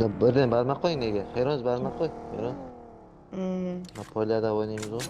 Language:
Kara-Kalpak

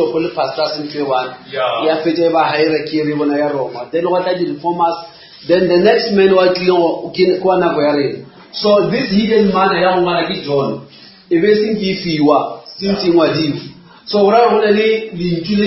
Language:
Northern Sotho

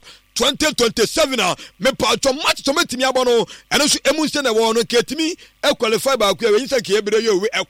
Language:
Akan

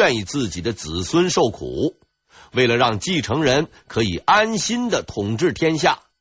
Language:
Chinese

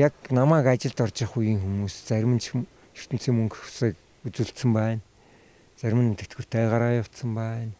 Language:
Mongolian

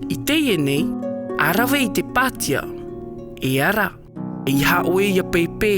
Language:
Tahitian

